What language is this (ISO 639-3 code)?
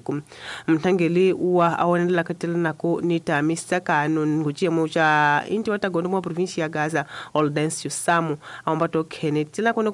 tso